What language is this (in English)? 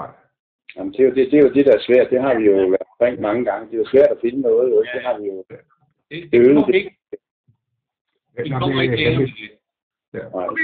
Danish